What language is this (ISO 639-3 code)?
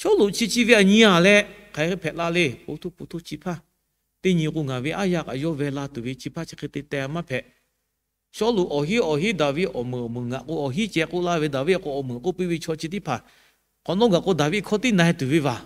lhu